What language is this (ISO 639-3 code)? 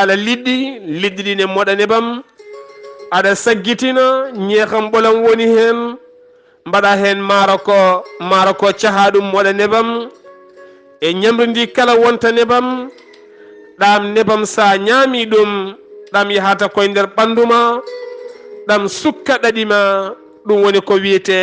ful